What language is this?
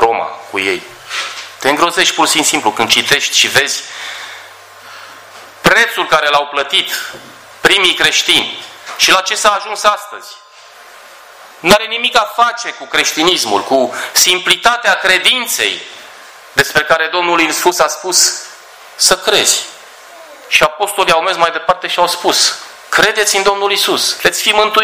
Romanian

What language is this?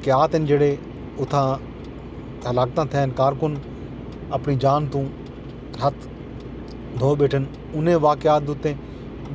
Saraiki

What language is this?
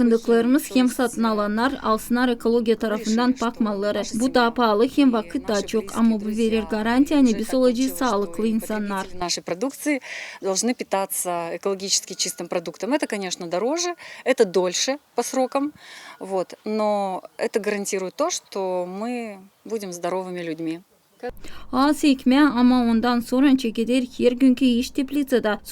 Gagauz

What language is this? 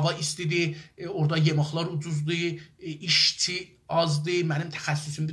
South Azerbaijani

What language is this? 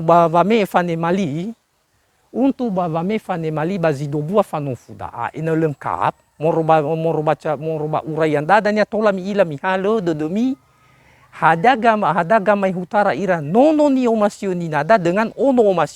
Nias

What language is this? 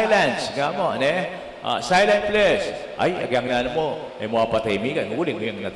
Pampanga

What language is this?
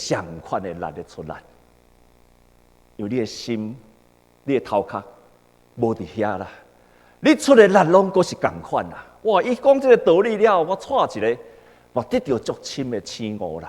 Min Nan Chinese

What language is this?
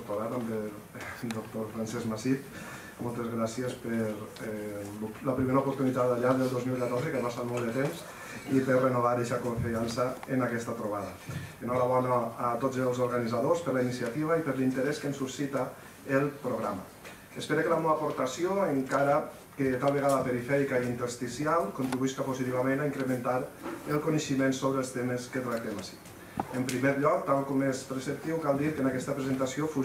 Catalan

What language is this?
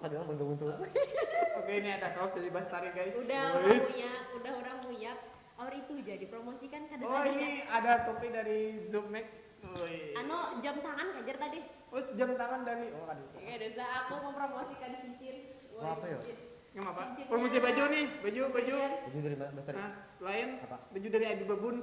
Banjar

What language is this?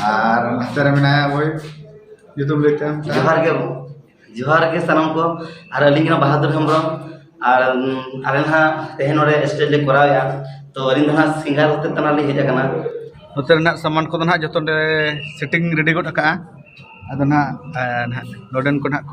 Santali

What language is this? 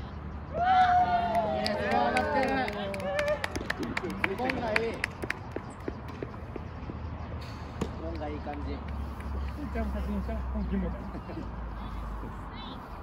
Japanese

